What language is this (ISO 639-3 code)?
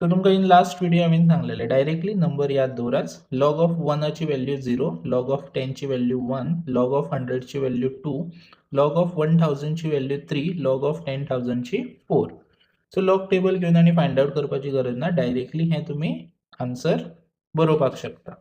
kok